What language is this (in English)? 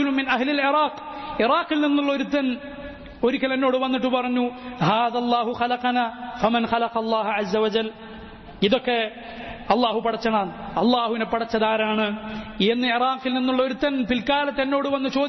Malayalam